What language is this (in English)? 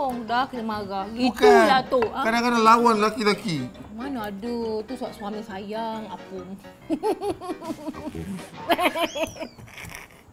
Malay